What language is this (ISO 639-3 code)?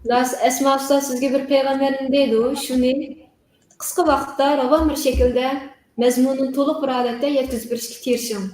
uig